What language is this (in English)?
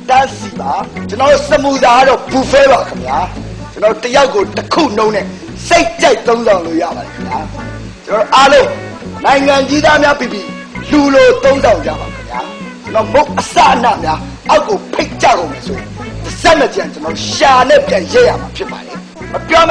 Burmese